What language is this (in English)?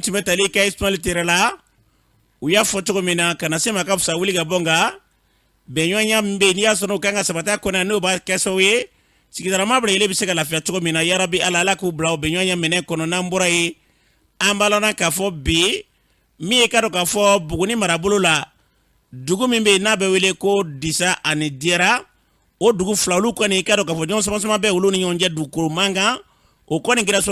Bambara